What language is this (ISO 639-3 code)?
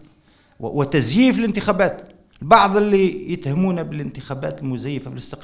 arq